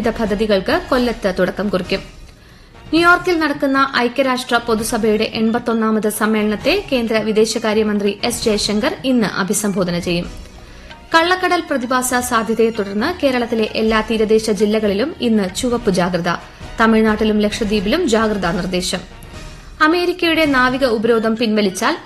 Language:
Malayalam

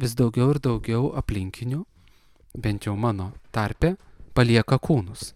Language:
Lithuanian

